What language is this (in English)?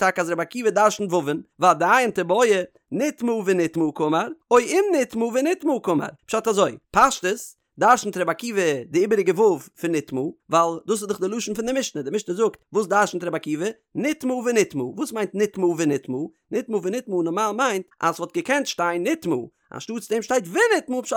Yiddish